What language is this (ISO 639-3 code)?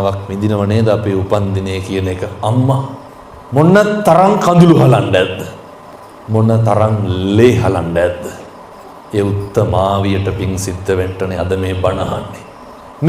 sin